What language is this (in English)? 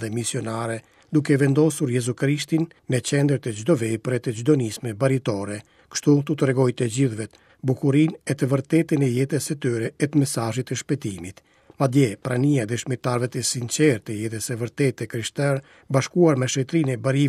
Albanian